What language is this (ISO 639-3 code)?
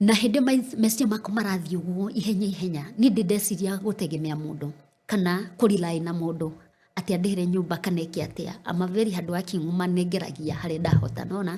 kik